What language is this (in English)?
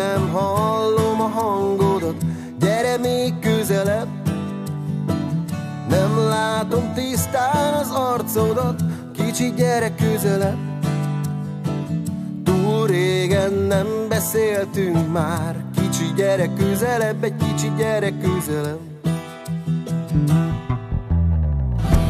Hungarian